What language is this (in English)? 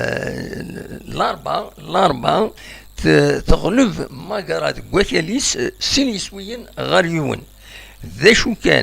Kabyle